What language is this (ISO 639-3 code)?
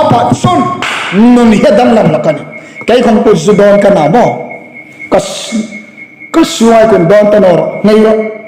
hmr